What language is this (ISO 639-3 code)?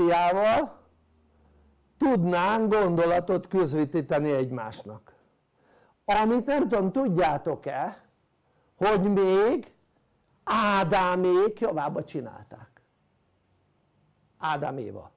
hun